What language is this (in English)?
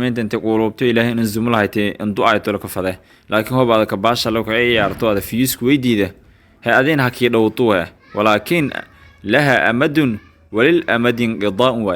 Somali